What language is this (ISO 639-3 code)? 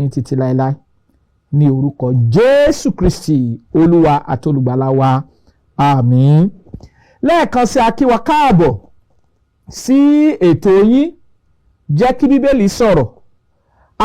yor